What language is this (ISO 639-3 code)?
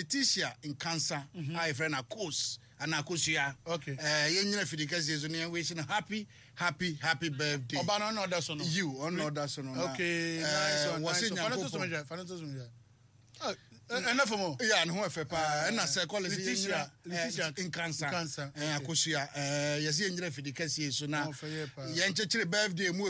aka